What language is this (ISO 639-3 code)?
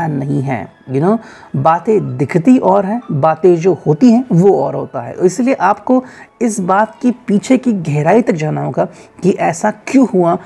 hin